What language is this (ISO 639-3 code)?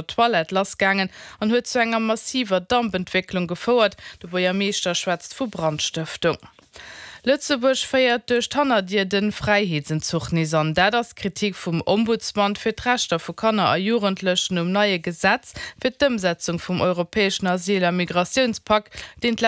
ltz